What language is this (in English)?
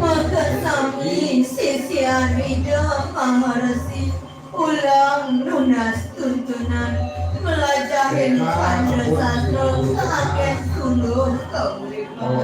Balinese